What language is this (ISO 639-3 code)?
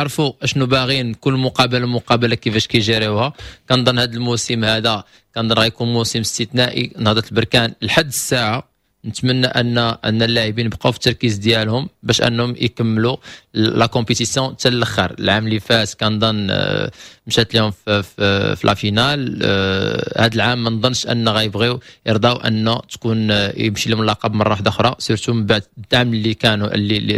ary